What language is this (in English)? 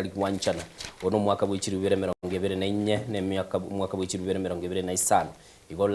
Gusii